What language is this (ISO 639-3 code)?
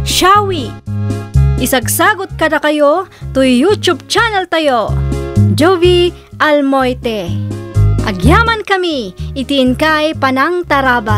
ilo